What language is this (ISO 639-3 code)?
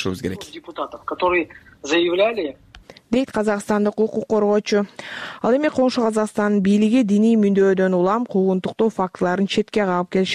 kir